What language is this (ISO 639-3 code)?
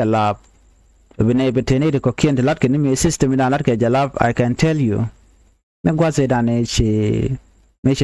nus